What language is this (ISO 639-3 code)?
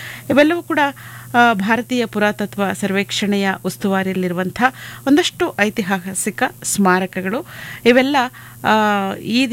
kan